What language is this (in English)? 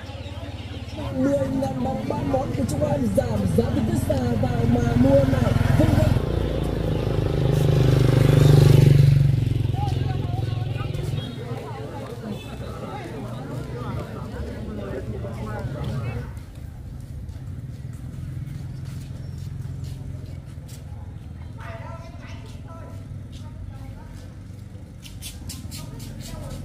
Vietnamese